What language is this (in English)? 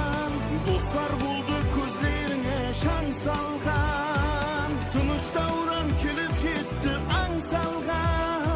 Kara-Kalpak